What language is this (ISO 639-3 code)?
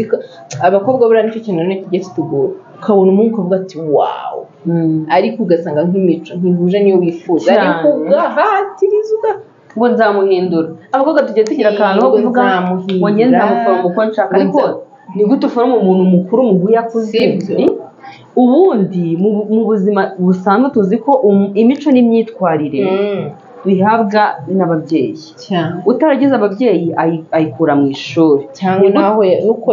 kin